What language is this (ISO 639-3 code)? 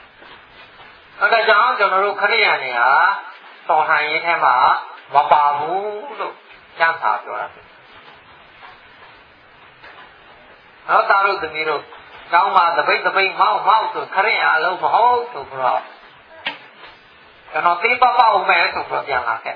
mya